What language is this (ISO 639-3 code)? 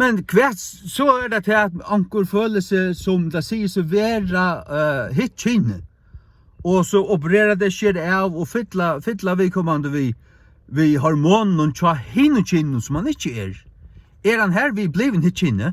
fao